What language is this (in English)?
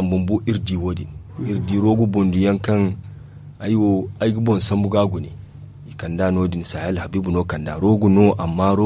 Zarma